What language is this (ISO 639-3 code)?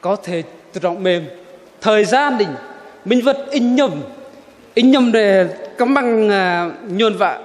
bdq